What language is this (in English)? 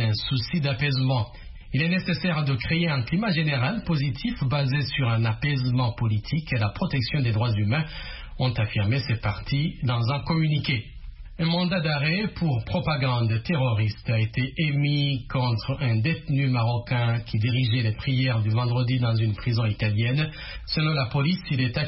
French